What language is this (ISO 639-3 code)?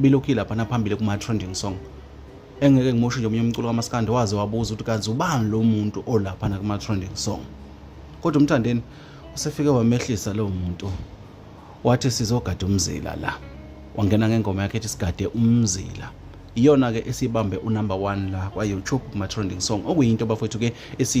zul